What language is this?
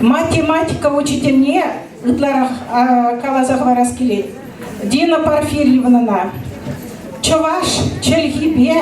Chuvash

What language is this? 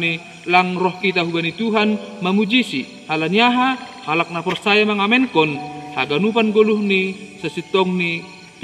Batak Simalungun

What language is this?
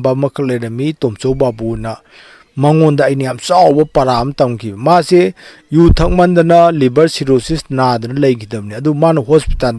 Manipuri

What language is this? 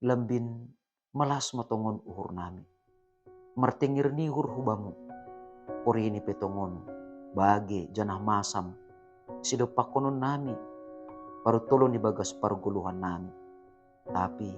Batak Simalungun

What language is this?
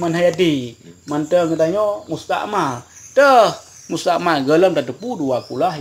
Achinese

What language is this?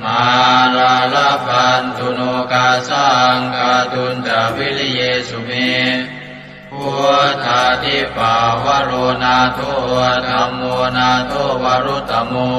Pali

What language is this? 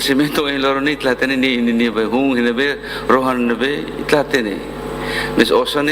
Tetum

